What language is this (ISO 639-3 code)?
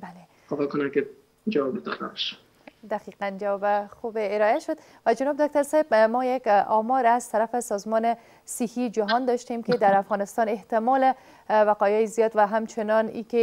fas